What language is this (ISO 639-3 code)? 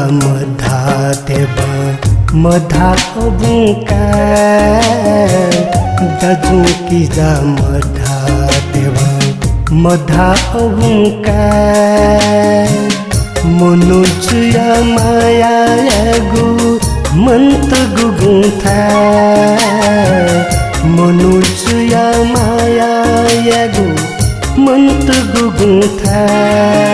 new